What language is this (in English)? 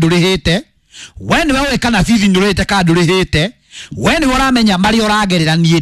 Kikuyu